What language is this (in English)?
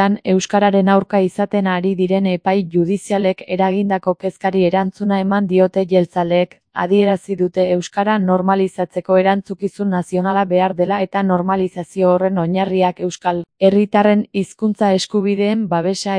Basque